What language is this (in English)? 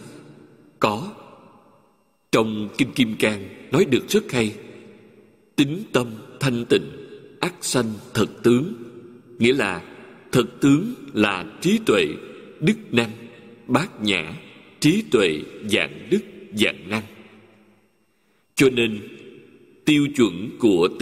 Vietnamese